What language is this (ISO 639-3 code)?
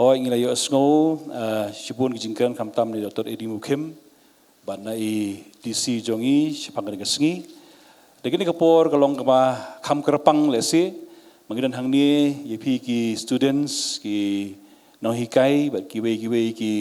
kha